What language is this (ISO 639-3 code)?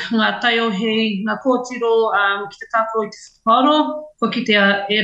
mri